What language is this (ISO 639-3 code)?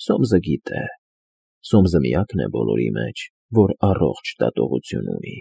hye